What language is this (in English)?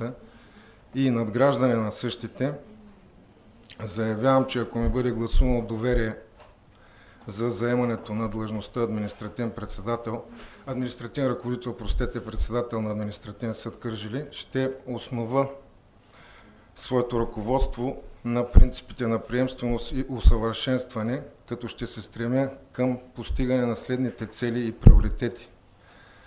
Bulgarian